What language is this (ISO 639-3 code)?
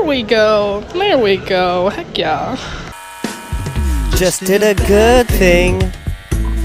eng